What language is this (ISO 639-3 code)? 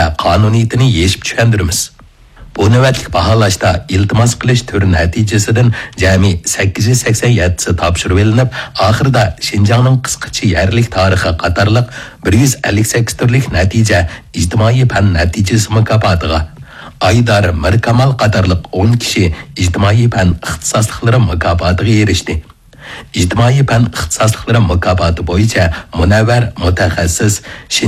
uig